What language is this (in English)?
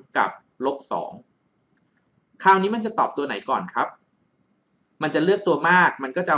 Thai